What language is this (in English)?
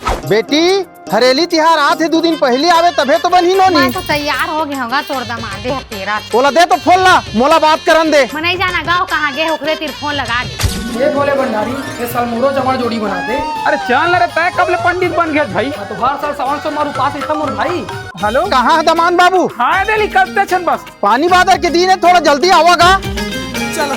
Chhattisgarhi